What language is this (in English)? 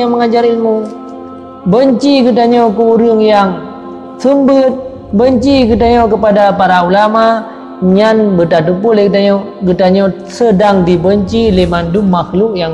Achinese